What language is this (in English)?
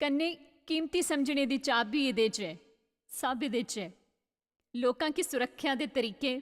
Dogri